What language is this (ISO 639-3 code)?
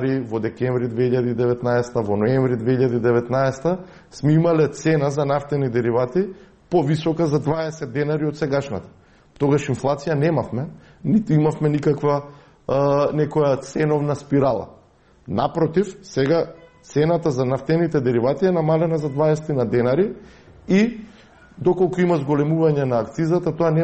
mkd